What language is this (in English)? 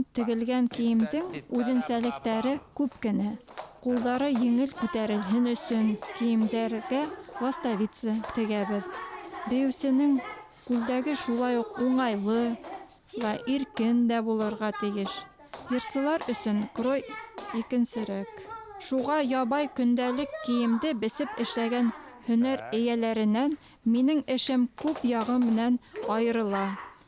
Bashkir